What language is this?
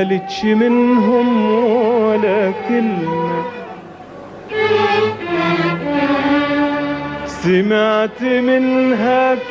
Egyptian Arabic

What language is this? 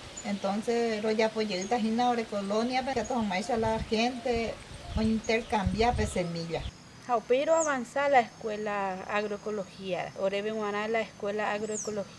Guarani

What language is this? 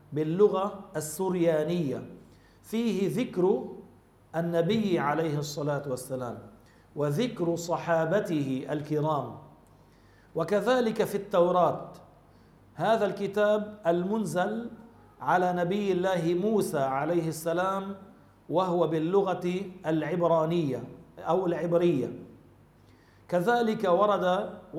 Arabic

